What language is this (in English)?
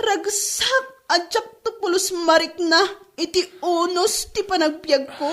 Iloko